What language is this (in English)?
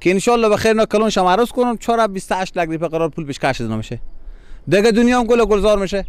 Persian